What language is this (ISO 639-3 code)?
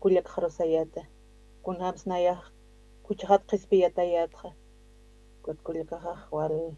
aym